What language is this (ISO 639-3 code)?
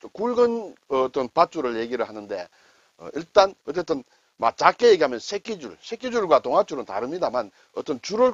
kor